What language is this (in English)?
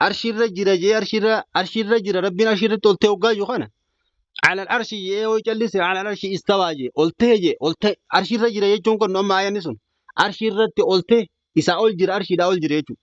Oromo